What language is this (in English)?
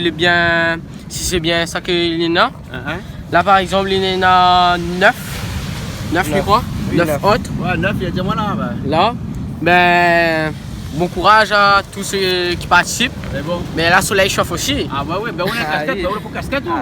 Réunion Creole French